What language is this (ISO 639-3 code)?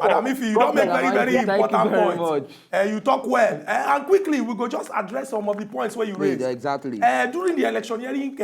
pcm